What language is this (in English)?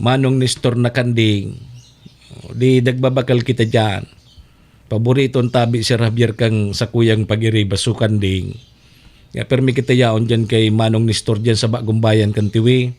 Bikol